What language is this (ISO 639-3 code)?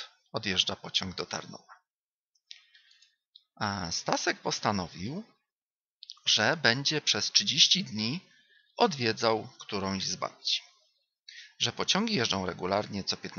pol